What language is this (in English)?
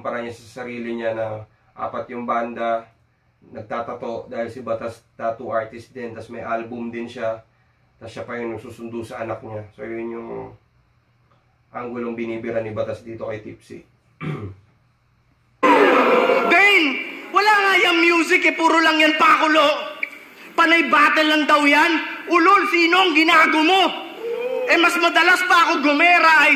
Filipino